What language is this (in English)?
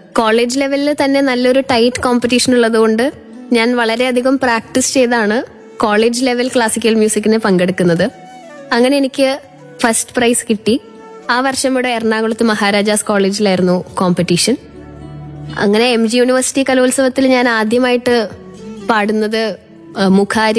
Malayalam